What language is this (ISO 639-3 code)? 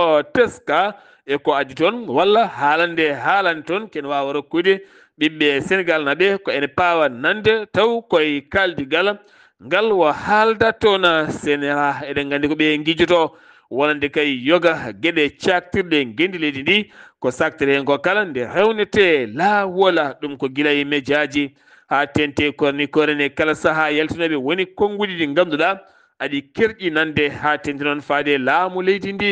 ful